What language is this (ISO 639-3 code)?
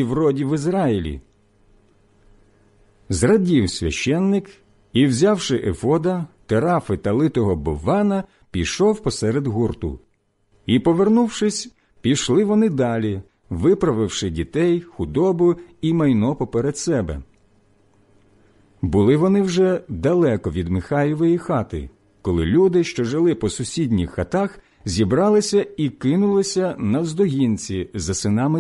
ukr